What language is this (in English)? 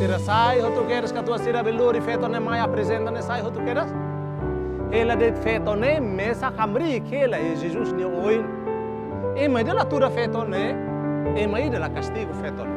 Tetum